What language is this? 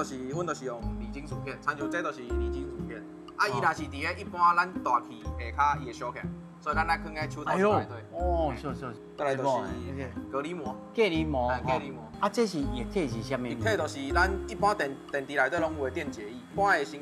Min Nan Chinese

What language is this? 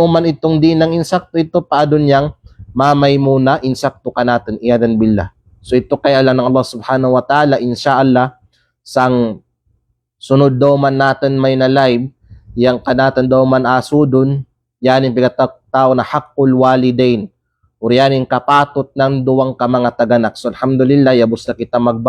Kalagan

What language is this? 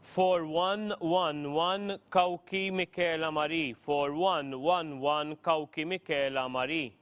English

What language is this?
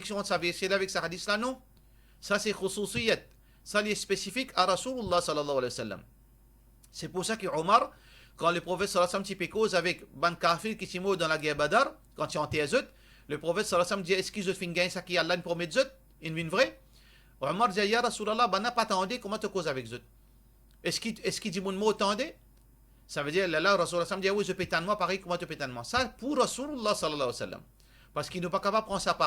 Morisyen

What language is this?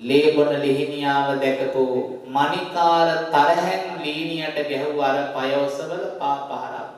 Sinhala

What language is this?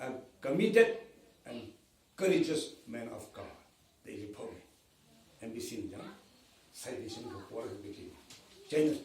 Tangkhul Naga (India)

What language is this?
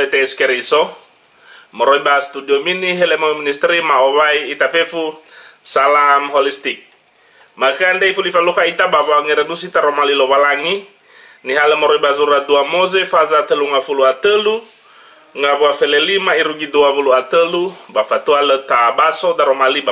Nias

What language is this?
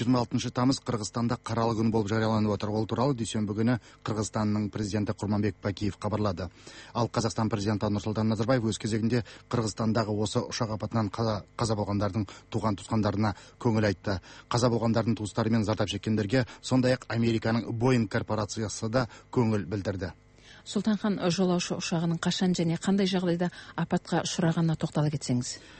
Kazakh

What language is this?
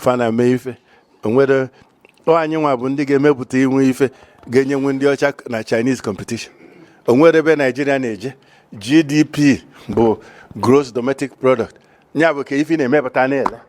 Igbo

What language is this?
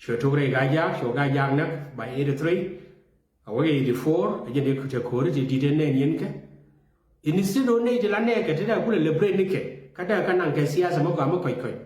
Nuer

